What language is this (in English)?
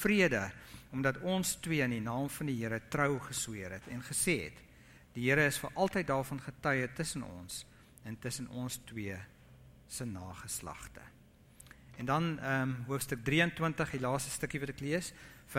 Afrikaans